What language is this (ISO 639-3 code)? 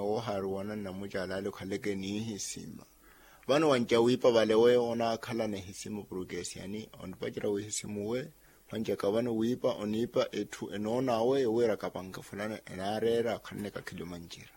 vmw